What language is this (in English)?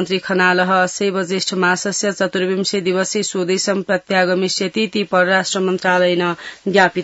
Sanskrit